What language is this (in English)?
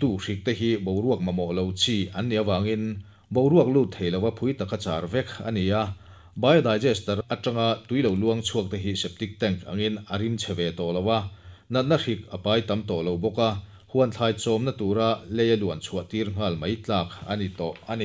Mizo